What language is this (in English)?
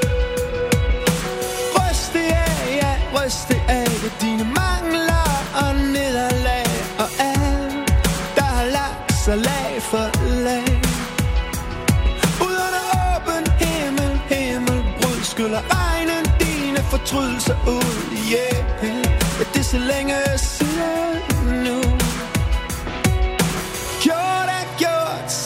Danish